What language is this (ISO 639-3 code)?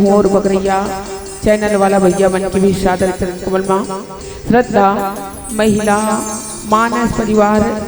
hne